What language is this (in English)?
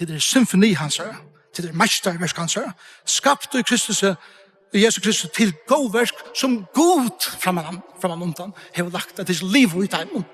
Faroese